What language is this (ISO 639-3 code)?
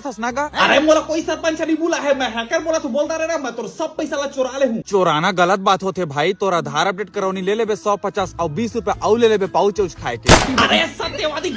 hne